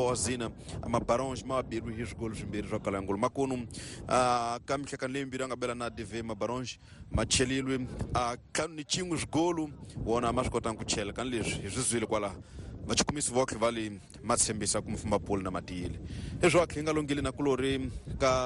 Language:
Tsonga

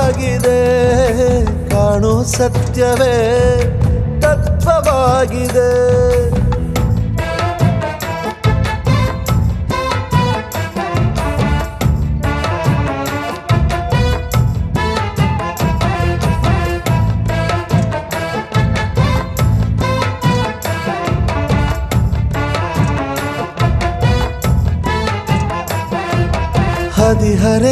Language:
Kannada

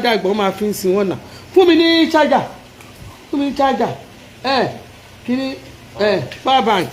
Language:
Yoruba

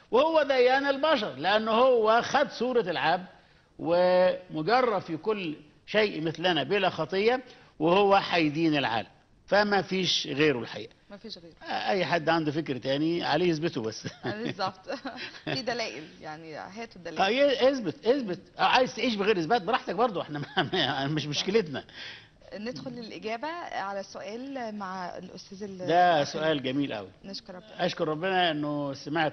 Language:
Egyptian Arabic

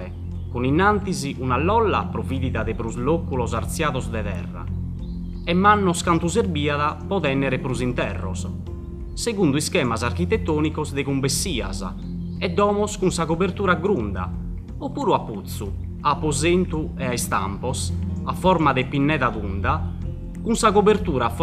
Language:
Sardinian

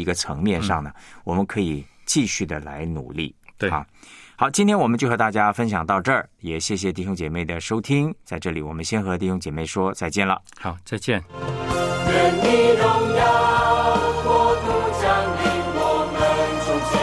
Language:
Chinese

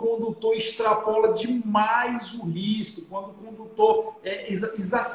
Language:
Portuguese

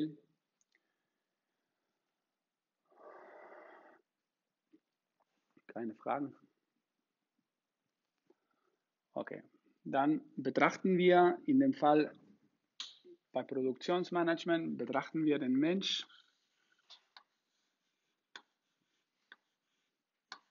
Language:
German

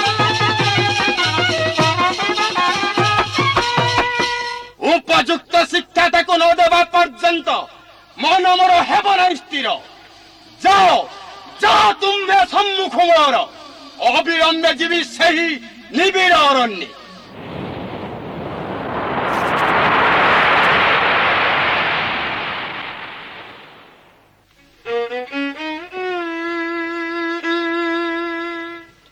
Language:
Odia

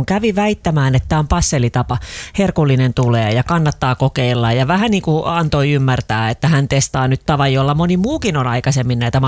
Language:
Finnish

